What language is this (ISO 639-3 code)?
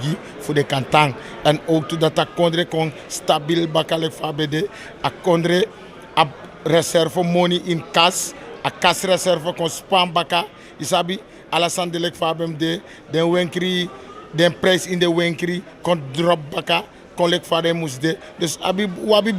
srn